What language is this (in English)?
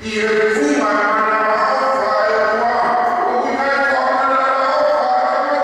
Tongan